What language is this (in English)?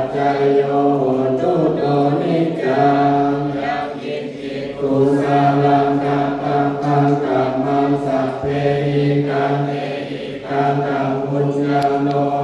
Pali